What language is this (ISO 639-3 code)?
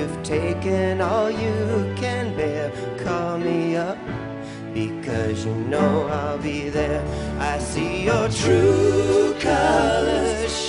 eng